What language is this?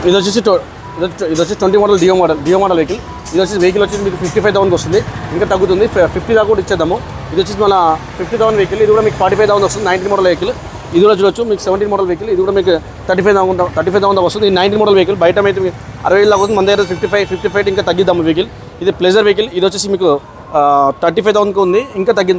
Telugu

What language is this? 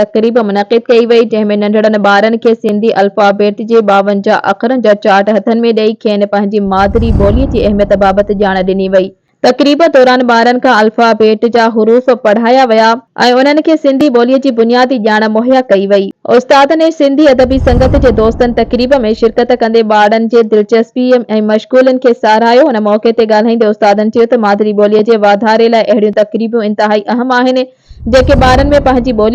Sindhi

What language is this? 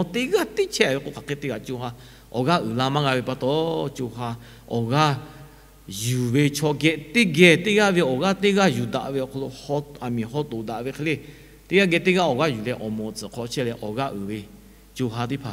Lahu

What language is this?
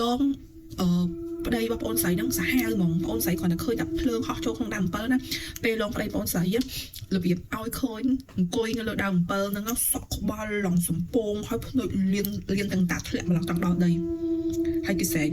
Khmer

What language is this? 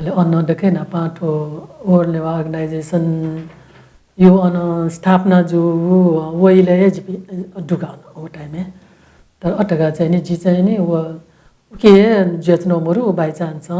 Newari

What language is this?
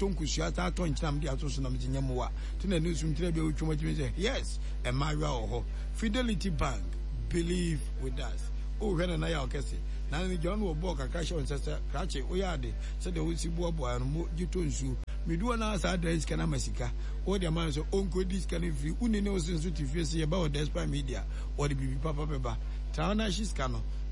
Akan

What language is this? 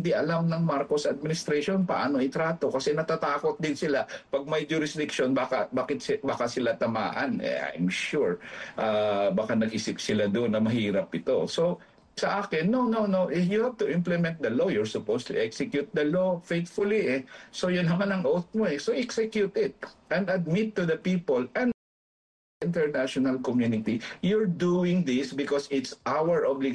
Filipino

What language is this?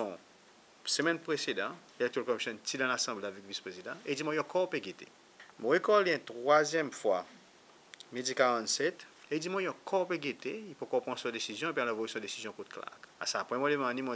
Seselwa Creole French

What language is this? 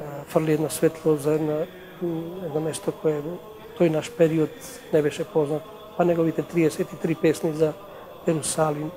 Macedonian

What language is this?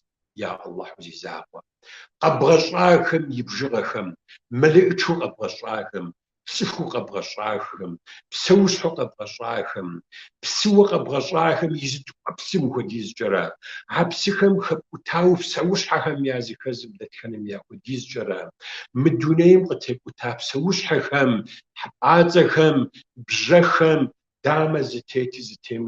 Kabardian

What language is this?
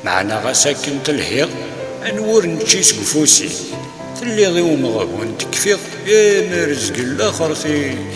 Kabyle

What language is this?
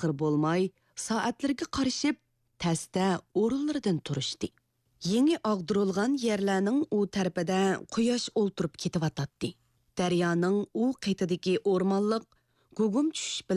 Uyghur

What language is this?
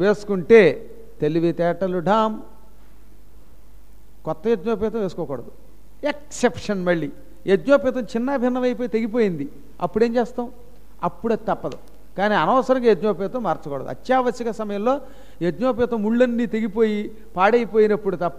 Telugu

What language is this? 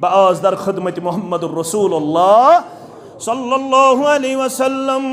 Kashmiri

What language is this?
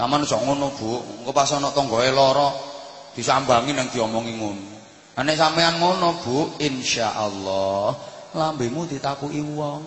Javanese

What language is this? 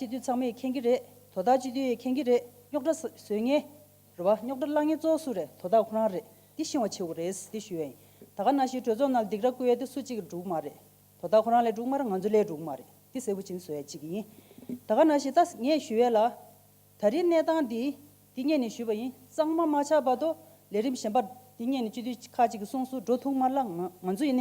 Tibetan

